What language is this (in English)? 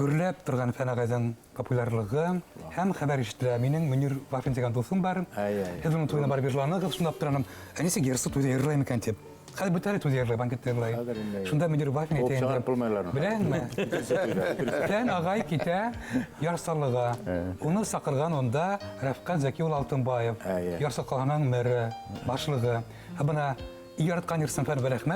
Bashkir